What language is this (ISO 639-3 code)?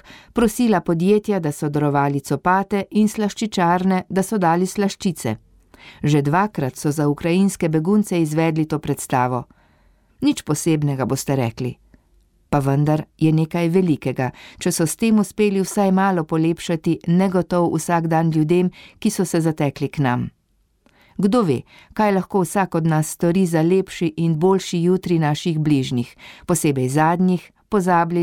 slv